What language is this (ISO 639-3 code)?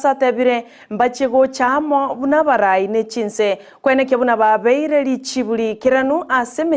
guz